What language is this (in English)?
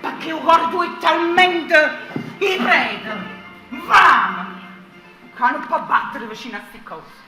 Neapolitan